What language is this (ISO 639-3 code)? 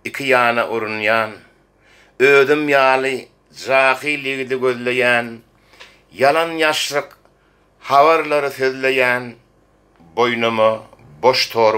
tuk